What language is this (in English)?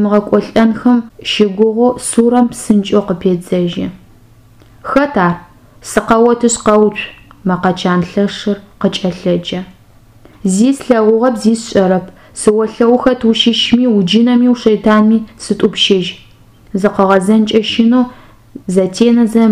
Adyghe